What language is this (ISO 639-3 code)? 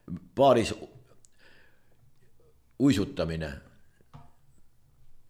est